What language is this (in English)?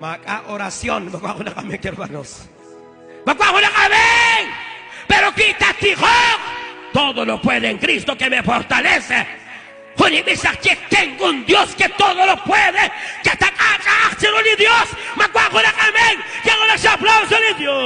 Kekchí